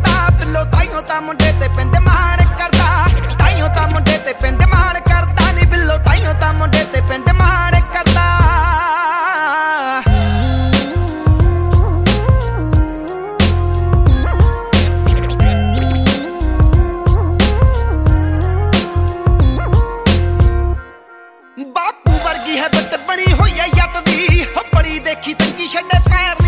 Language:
Punjabi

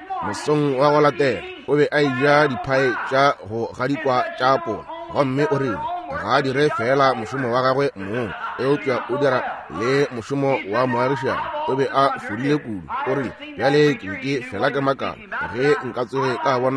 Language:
Northern Sotho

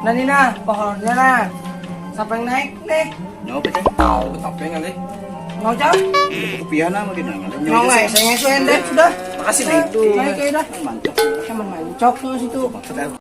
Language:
Banjar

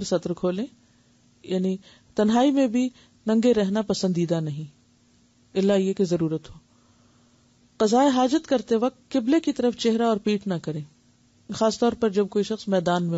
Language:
Urdu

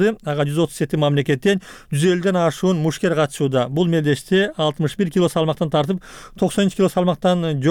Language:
Kyrgyz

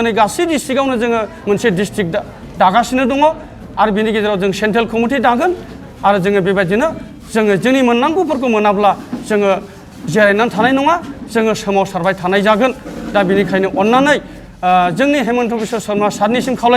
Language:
Bodo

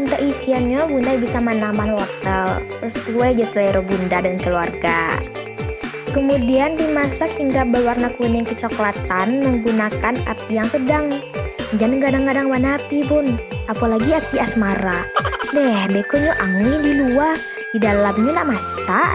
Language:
Minangkabau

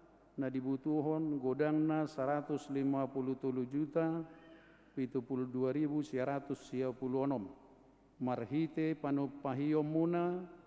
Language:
Batak Toba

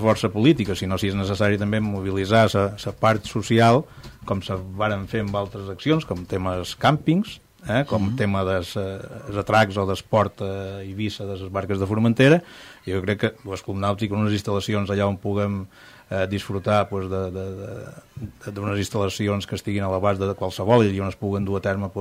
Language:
Catalan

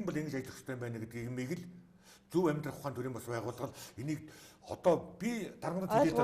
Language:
Mongolian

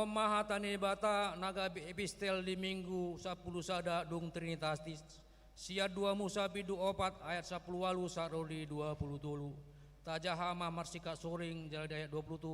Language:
Batak Toba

